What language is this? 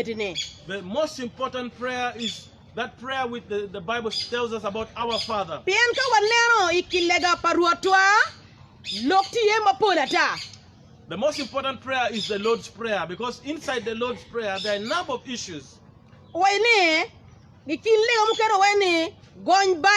Acoli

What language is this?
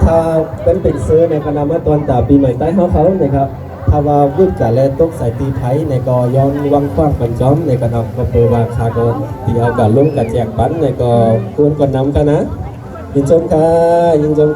Shan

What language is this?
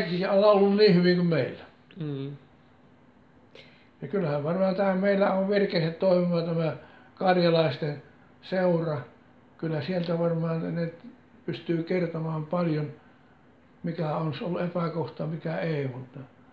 Finnish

